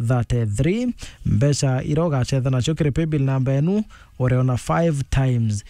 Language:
Meru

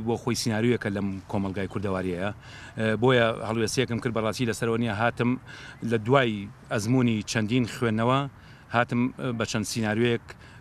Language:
Central Kurdish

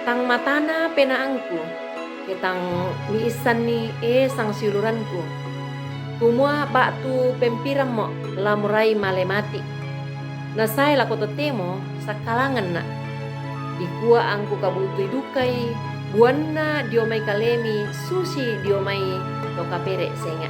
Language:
Toraja-Sa'dan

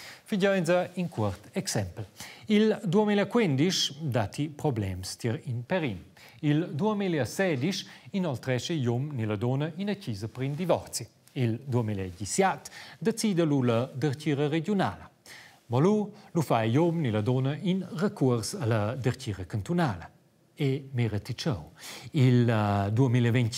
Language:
Romansh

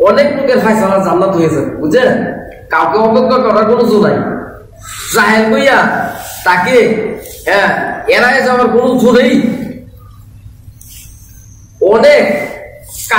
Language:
Bangla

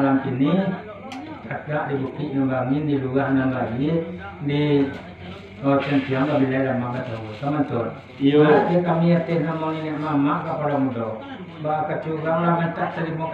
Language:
Minangkabau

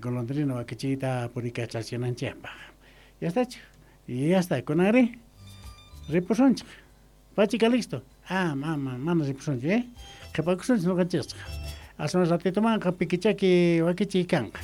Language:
Quechua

